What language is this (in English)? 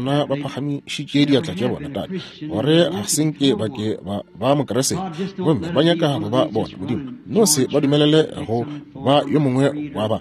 Northern Sotho